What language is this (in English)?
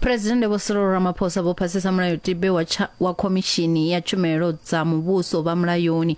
Venda